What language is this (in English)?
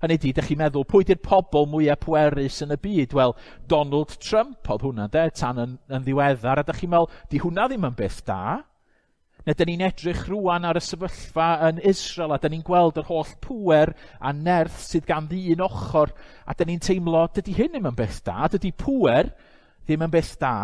Welsh